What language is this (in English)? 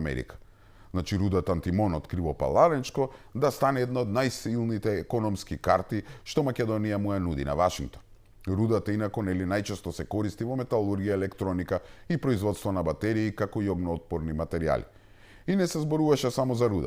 Macedonian